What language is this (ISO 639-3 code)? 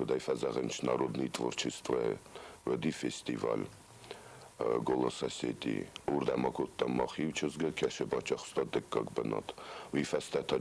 oss